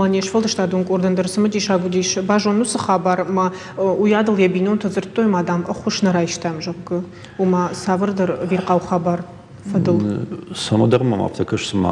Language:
Ossetic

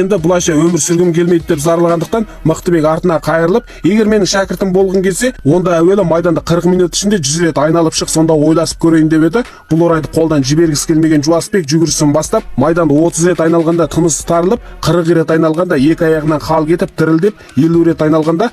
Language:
Kazakh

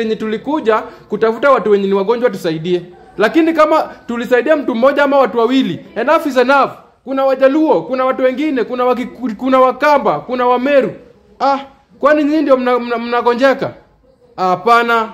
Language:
Swahili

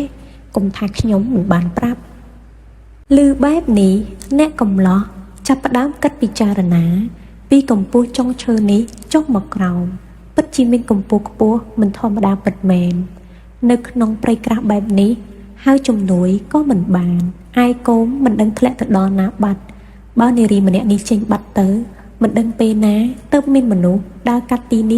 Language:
Khmer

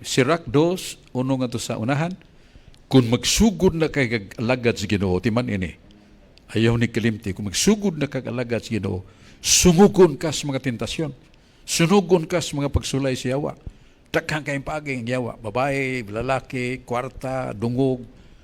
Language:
Cebuano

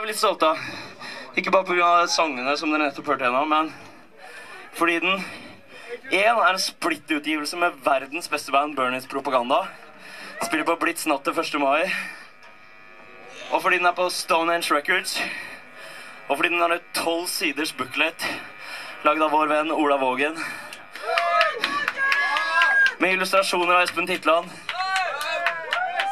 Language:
Norwegian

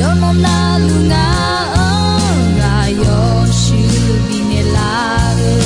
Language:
Akha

